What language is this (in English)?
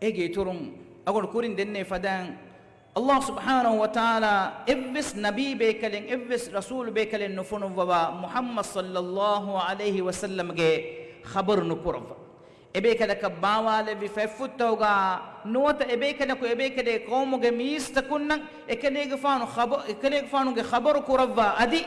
Divehi